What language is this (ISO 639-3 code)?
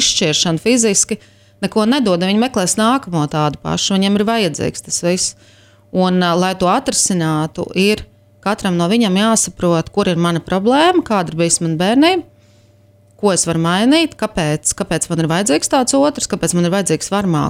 lav